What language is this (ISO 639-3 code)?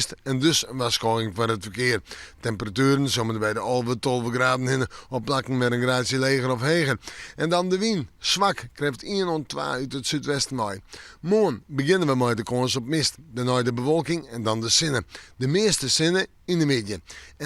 fry